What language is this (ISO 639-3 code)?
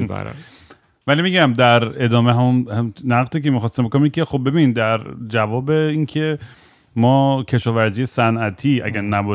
fas